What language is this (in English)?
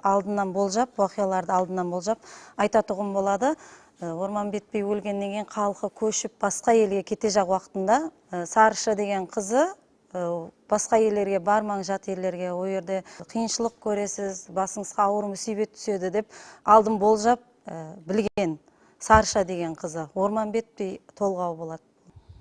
Kara-Kalpak